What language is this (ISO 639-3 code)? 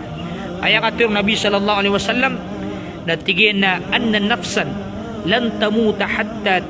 mrw